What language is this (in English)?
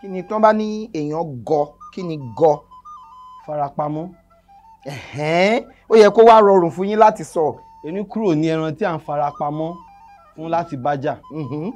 Yoruba